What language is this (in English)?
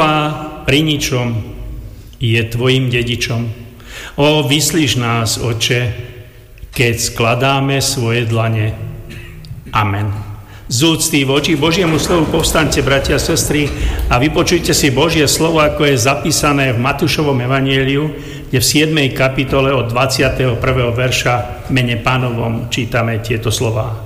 Slovak